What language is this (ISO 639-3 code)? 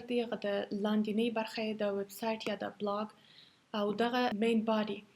pus